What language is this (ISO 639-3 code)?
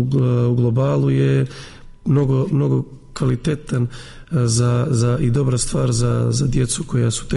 srp